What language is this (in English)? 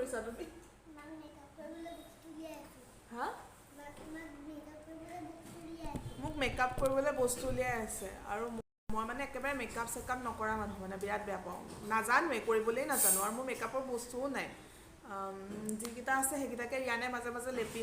Assamese